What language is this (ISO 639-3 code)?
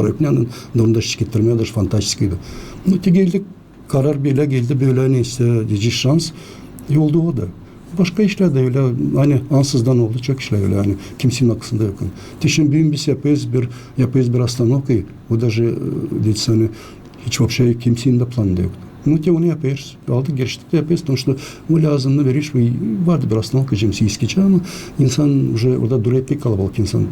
gag